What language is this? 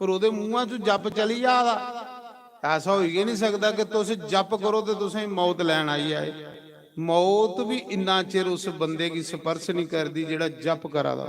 Dogri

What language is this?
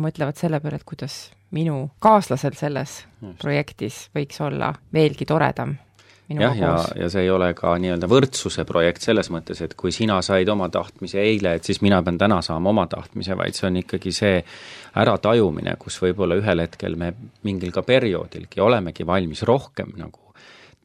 Estonian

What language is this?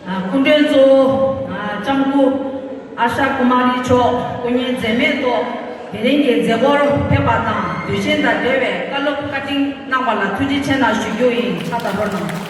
Tibetan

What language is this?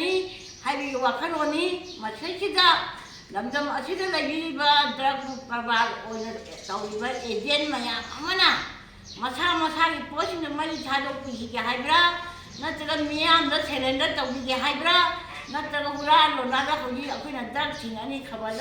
Manipuri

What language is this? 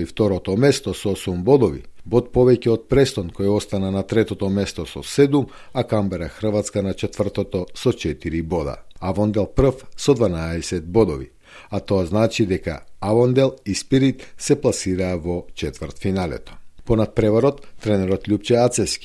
Macedonian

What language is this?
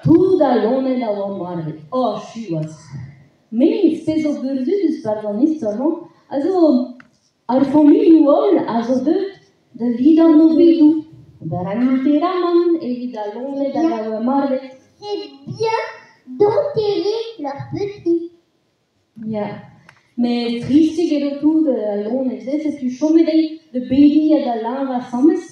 Breton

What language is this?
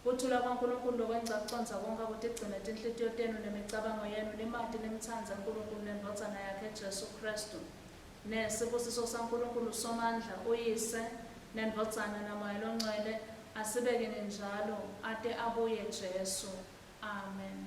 Swati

